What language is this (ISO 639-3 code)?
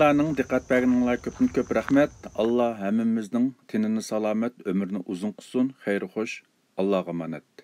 uig